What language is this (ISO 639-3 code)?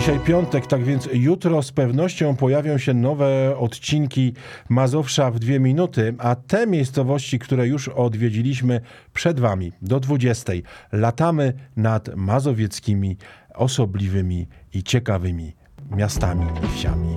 pol